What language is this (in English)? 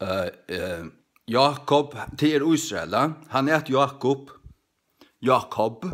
Faroese